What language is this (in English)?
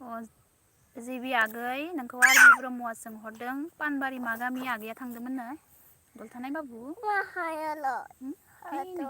Bodo